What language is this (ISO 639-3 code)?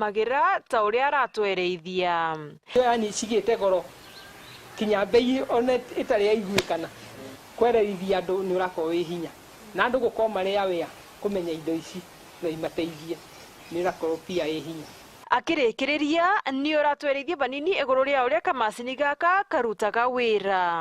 mer